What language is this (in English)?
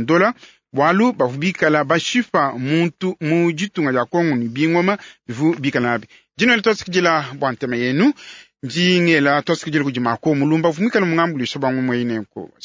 Luba-Lulua